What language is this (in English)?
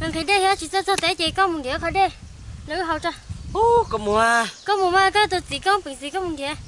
Hmong